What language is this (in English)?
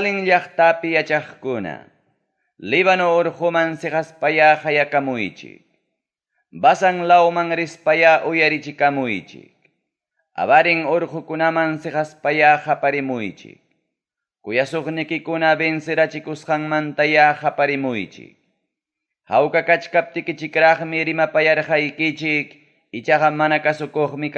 Ayacucho Quechua